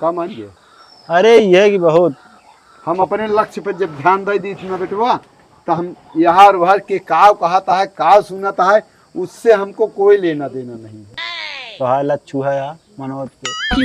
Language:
Awadhi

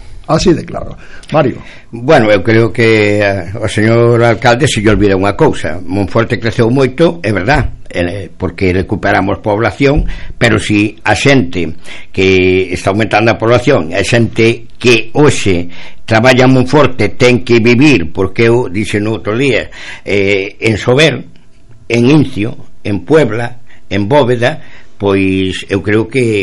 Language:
Galician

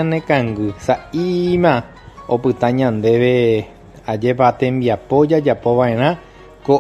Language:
Guarani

